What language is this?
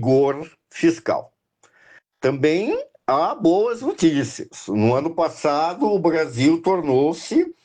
Portuguese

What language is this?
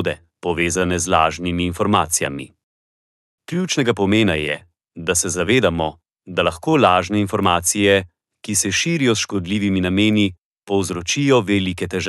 Slovenian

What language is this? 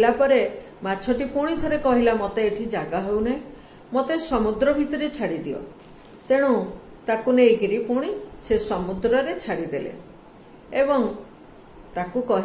Odia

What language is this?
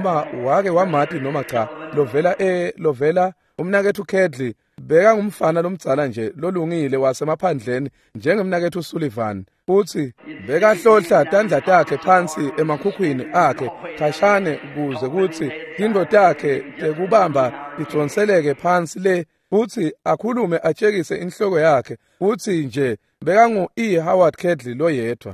Swati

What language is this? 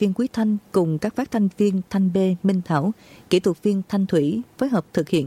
Vietnamese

